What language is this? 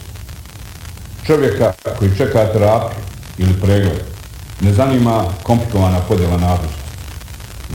Bosnian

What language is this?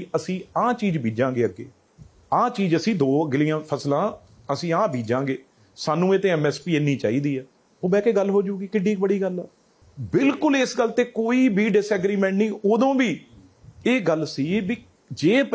Punjabi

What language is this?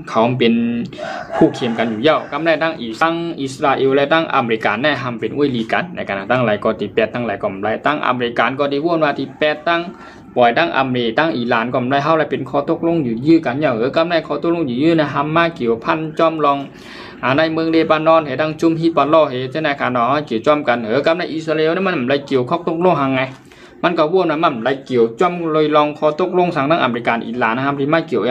Shan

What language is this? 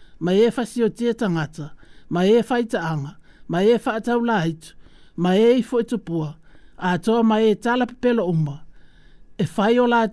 Samoan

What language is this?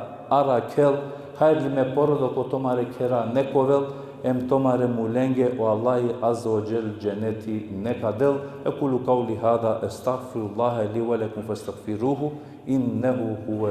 Balkan Romani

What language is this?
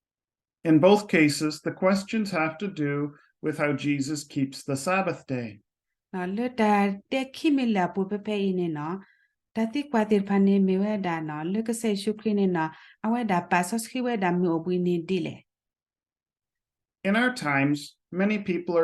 S'gaw Karen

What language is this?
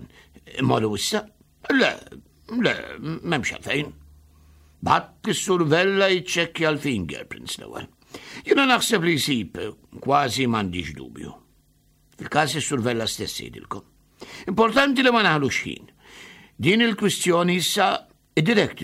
Maltese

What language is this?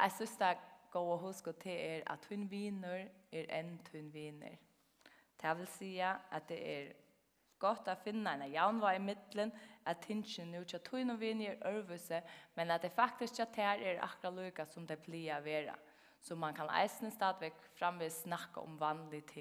Faroese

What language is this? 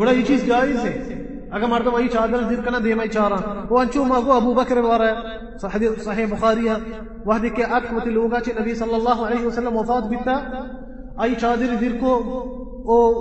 Baluchi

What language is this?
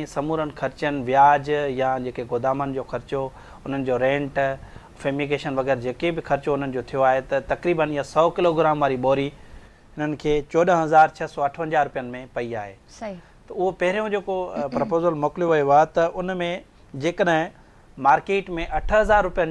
Sindhi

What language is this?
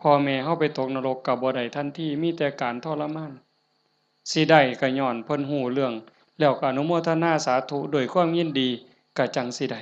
Northeastern Thai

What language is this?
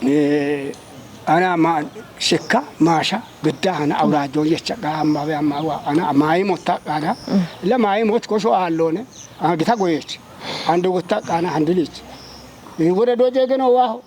Kafa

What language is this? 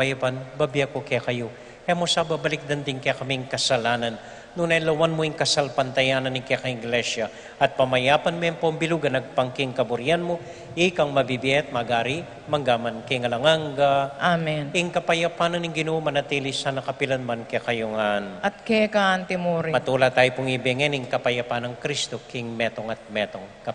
Pampanga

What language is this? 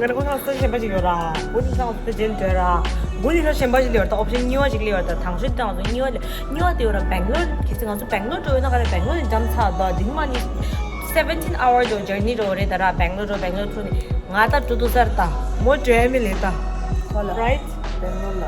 Tibetan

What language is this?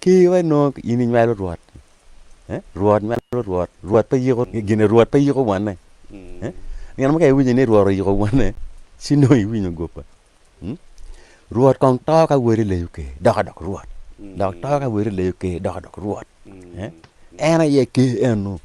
Acoli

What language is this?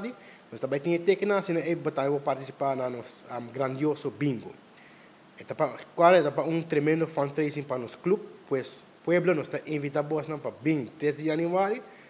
Papiamento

